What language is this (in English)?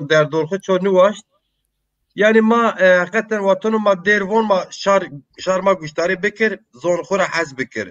Zaza